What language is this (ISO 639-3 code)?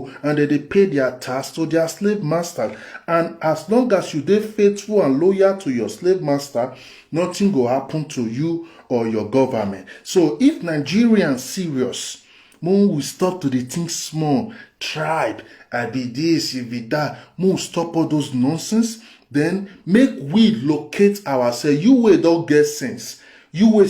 pcm